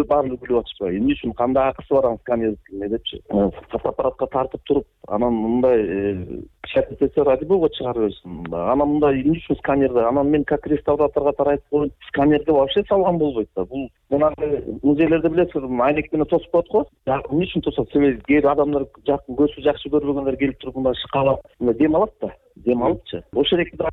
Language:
Kyrgyz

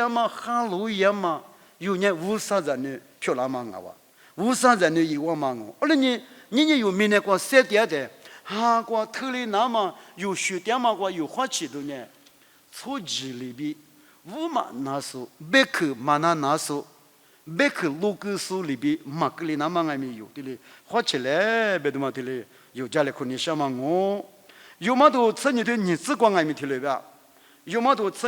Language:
Lisu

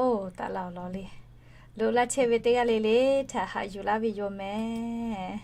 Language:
Lahu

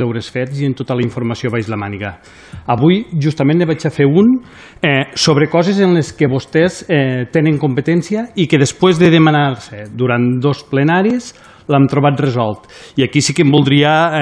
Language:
Catalan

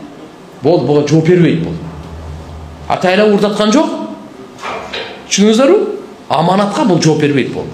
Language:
Kyrgyz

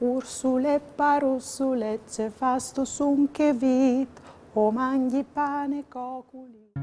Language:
Friulian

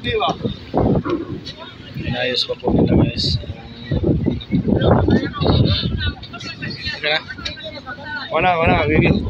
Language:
Filipino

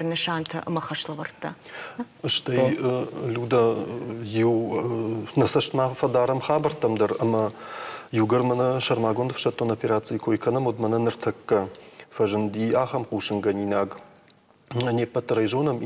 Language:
Ossetic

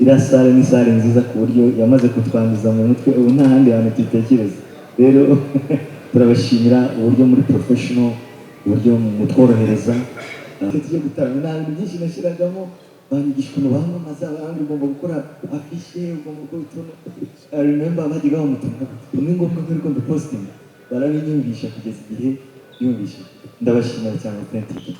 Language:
Kinyarwanda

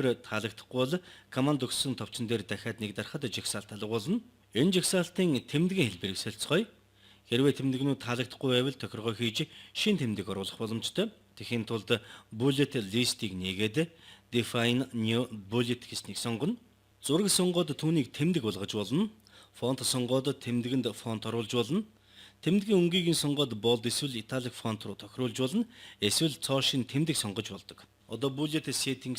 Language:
Mongolian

